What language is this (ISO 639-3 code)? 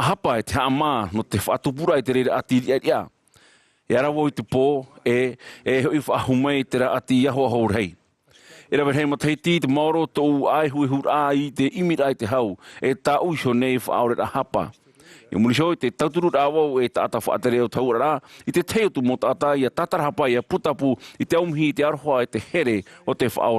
tah